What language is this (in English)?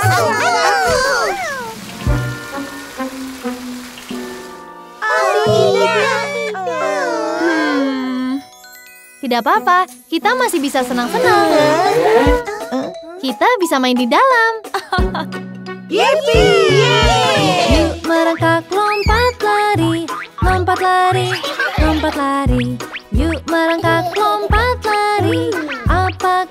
Indonesian